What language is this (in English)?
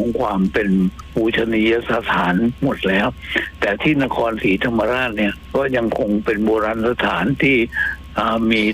Thai